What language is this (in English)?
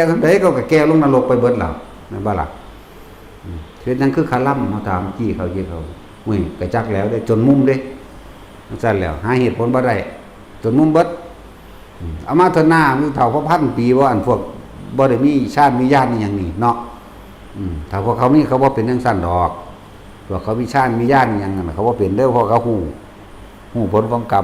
Northeastern Thai